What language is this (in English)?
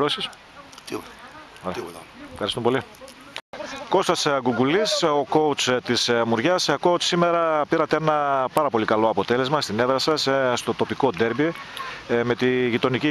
Greek